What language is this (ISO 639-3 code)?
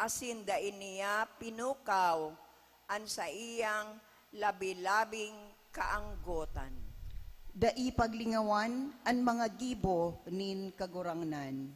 bik